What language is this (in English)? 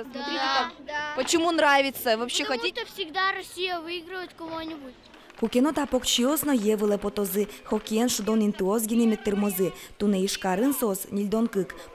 Udmurt